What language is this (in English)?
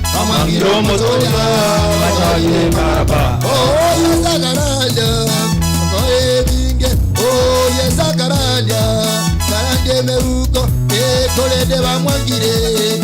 Gusii